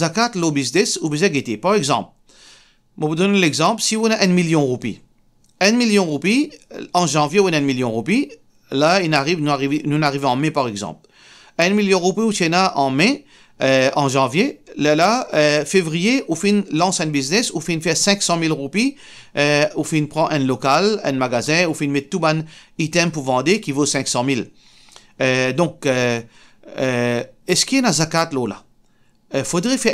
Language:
Morisyen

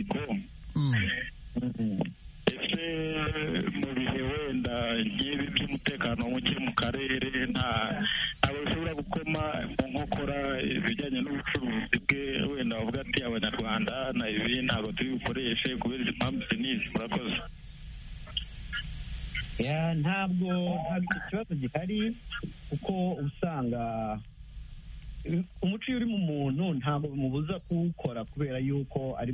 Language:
Kinyarwanda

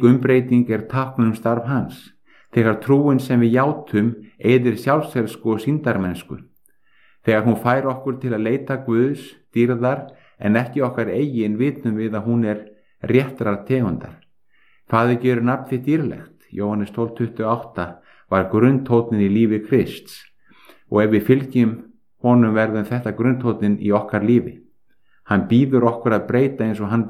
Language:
Icelandic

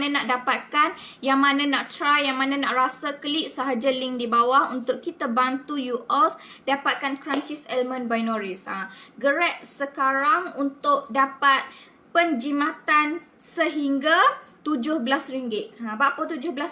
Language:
Malay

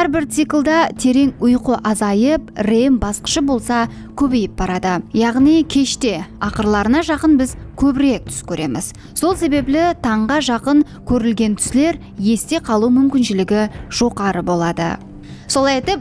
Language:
Kara-Kalpak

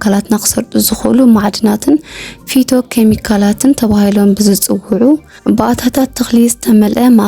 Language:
Tigrinya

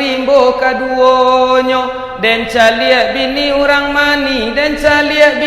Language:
Minangkabau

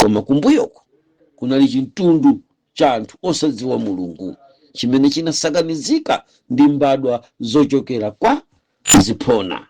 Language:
Nyanja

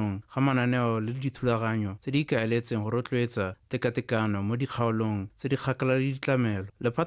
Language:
Tswana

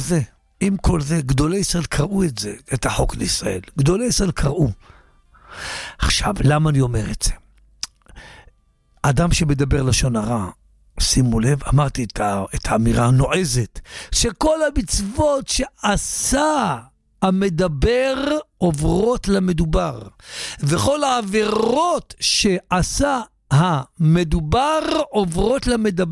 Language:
Hebrew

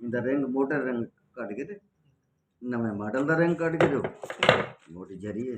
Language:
Saraiki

